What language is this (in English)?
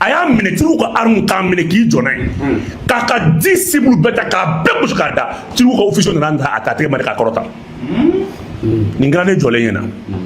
Bambara